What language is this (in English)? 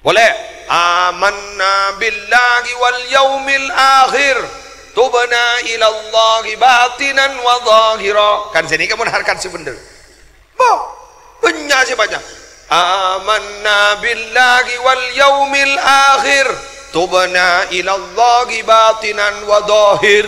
Madurese